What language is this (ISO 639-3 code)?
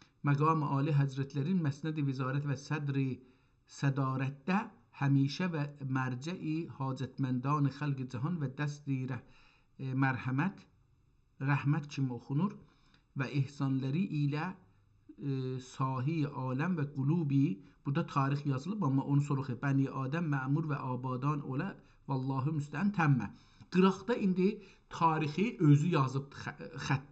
azb